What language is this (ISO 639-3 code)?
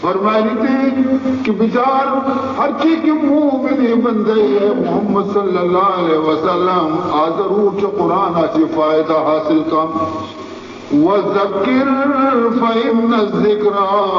bal